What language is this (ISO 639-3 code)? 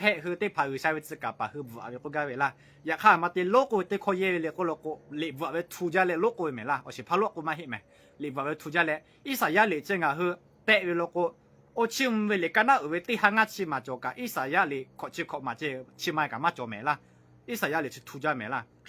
lhu